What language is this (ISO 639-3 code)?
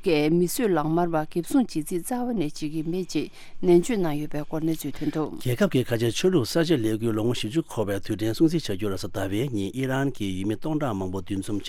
bod